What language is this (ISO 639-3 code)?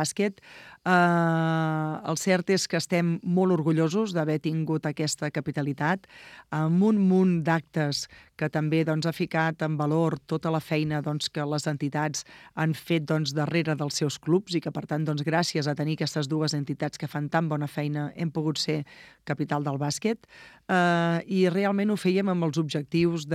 cat